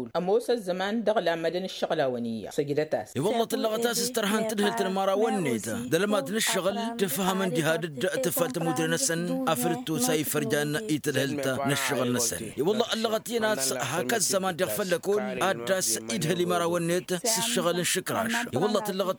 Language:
Tamasheq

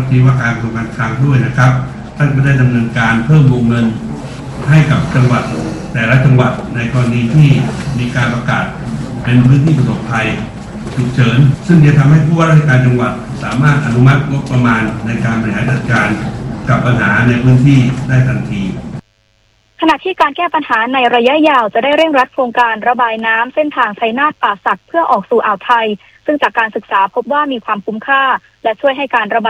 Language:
Thai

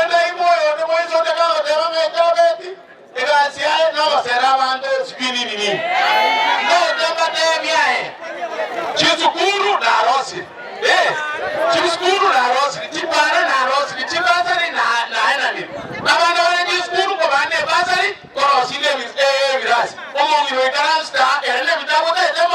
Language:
Gusii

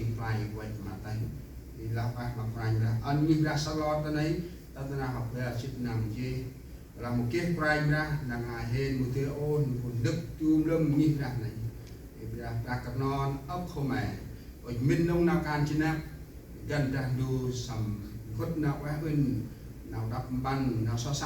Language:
Central Mnong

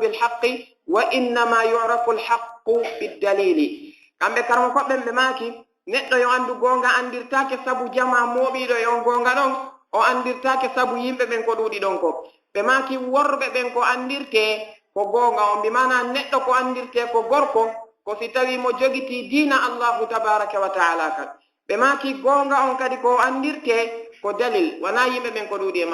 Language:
Fula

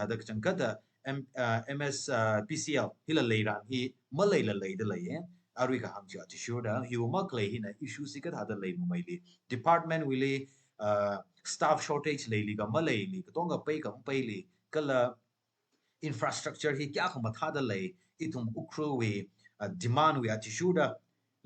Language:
Tangkhul Naga (India)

